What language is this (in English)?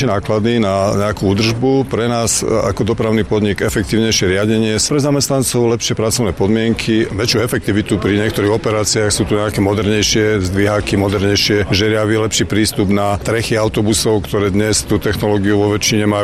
Slovak